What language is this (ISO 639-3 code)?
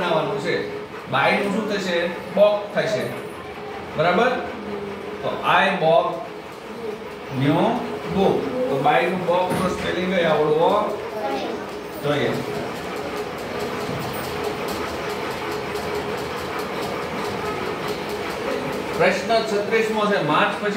guj